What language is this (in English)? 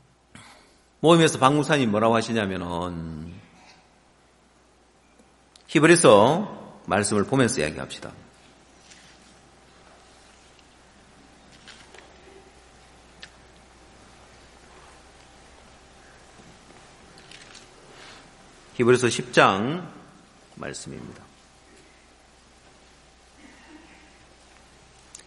Korean